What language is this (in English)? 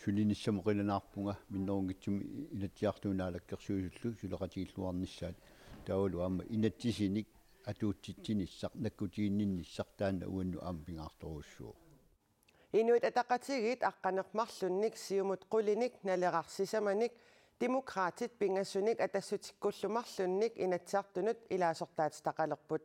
Kalaallisut